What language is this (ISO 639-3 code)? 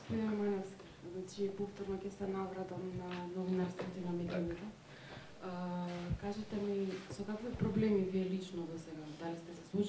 mkd